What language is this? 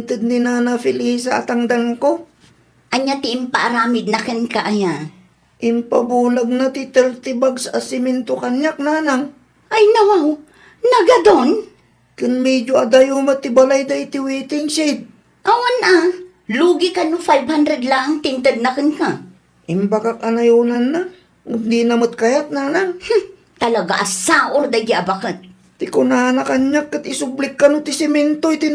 Iloko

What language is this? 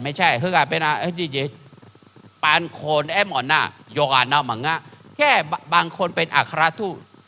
Akha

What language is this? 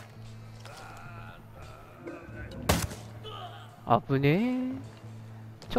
Japanese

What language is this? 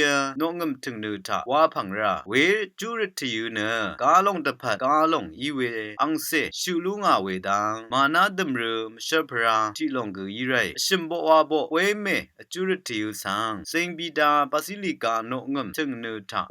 Rawang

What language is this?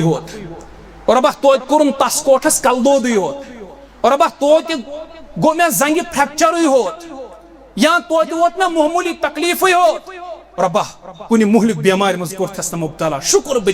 Kashmiri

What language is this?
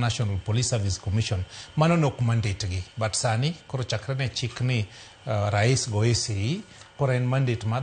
Luo (Kenya and Tanzania)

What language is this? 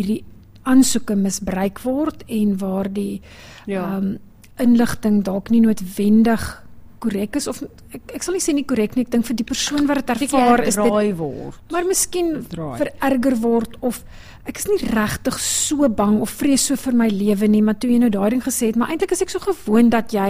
Afrikaans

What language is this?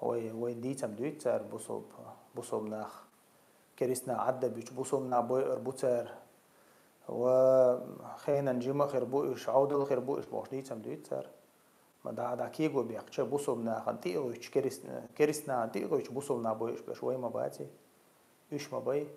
Chechen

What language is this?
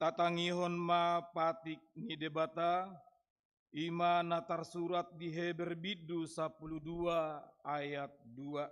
Batak Toba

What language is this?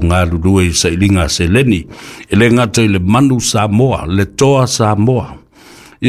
Samoan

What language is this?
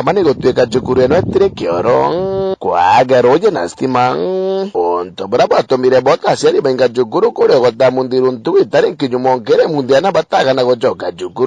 Meru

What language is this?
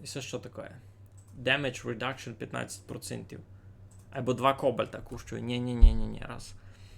Rusyn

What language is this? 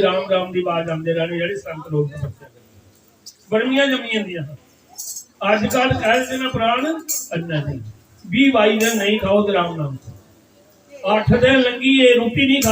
Dogri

